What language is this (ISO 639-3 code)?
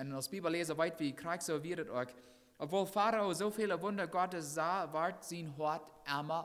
pdt